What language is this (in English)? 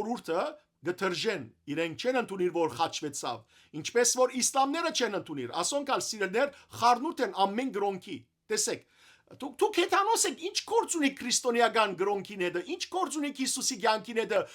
Western Armenian